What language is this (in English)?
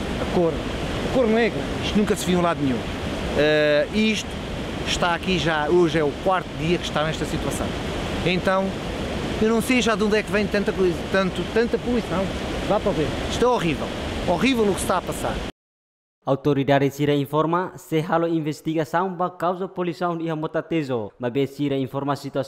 Tetum